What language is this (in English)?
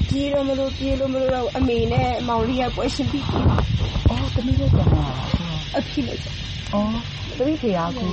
Burmese